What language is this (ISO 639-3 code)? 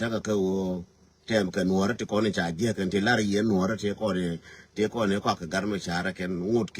nus